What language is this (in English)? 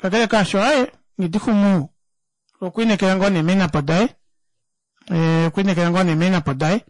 Kuanyama